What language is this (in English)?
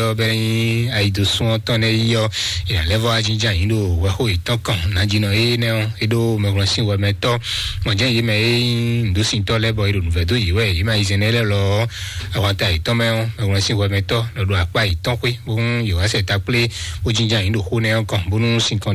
Fon